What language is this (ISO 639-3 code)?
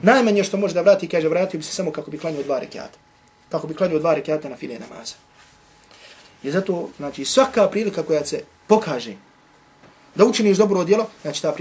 bos